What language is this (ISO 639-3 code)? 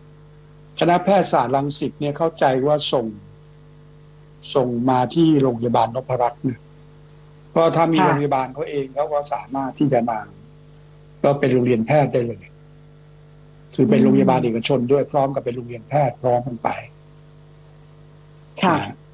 tha